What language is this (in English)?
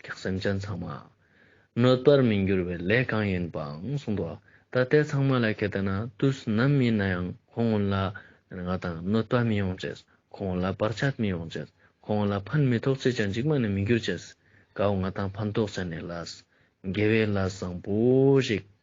Ladakhi